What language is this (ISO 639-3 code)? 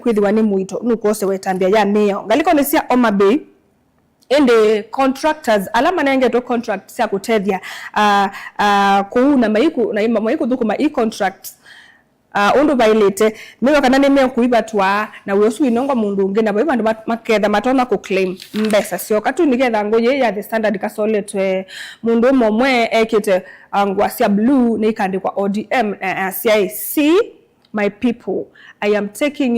kam